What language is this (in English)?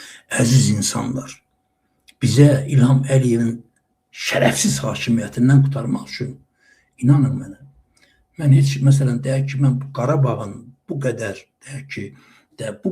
Azerbaijani